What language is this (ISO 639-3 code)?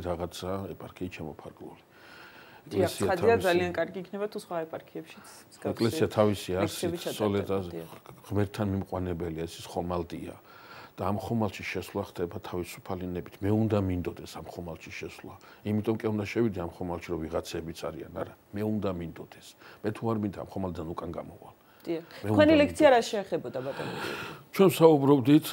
kat